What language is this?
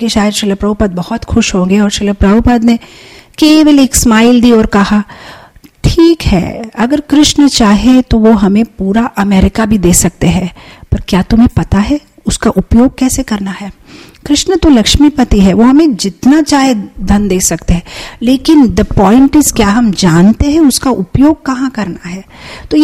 Hindi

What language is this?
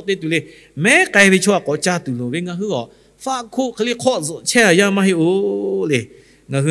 Lahu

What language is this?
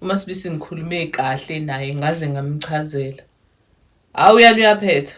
Zulu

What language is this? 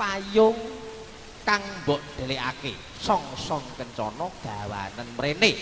Javanese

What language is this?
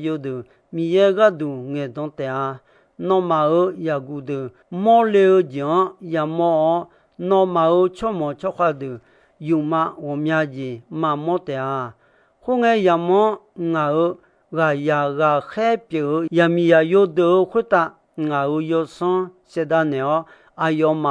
Akha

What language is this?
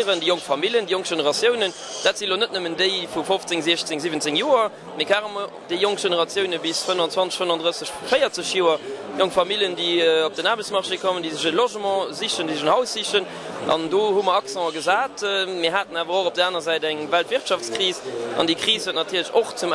Luxembourgish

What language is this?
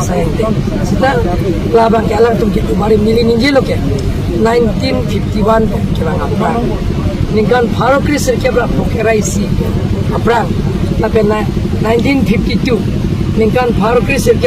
Karbi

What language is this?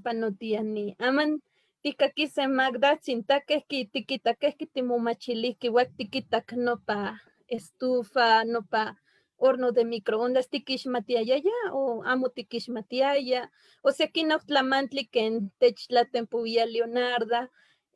Eastern Huasteca Nahuatl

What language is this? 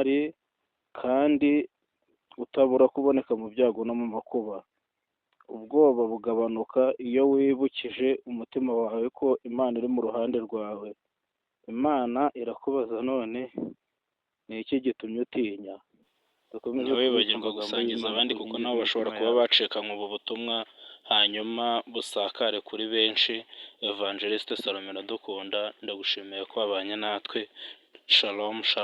Kinyarwanda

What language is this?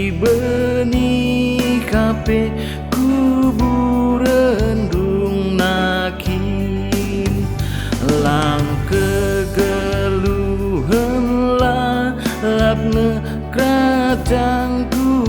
Batak Karo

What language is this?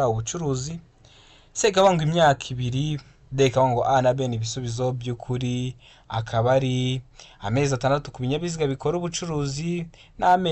Kinyarwanda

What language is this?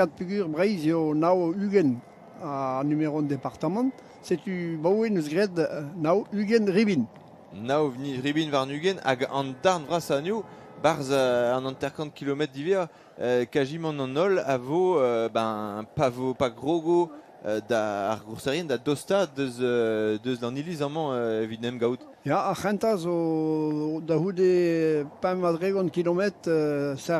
Breton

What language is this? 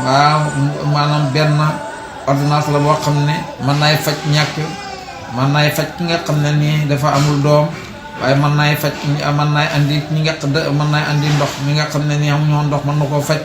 Wolof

